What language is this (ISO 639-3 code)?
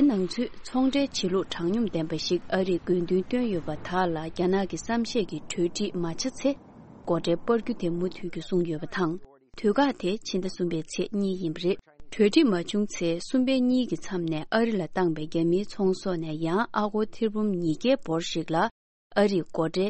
bod